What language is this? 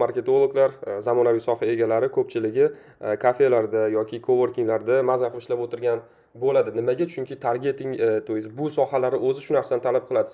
Uzbek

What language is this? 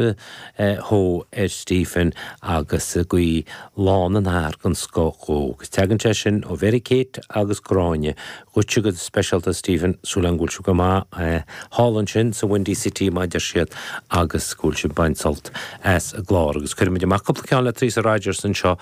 Irish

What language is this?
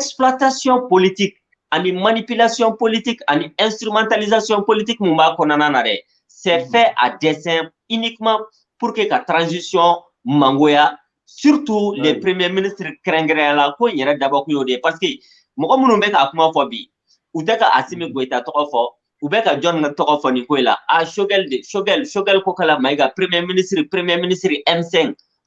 Bambara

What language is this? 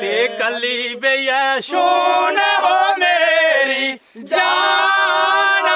Dogri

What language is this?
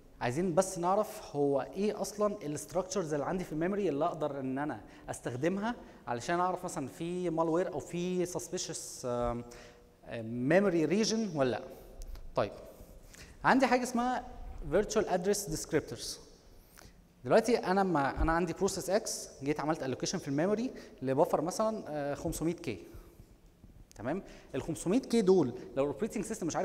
Egyptian Arabic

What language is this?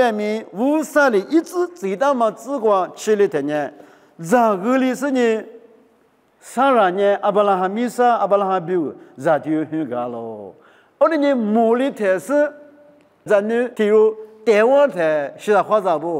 Lisu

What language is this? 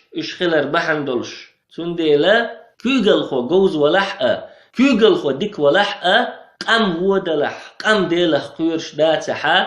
Chechen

